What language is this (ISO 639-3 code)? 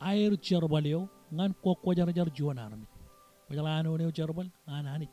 mah